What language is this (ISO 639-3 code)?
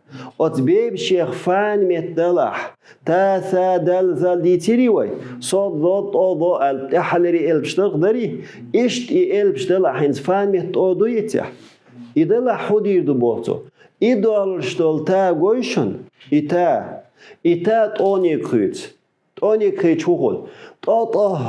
che